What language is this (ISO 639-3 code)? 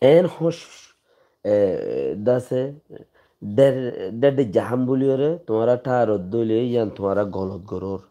rhg